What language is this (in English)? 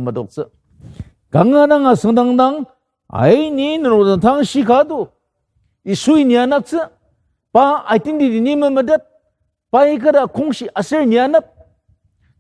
Ao Naga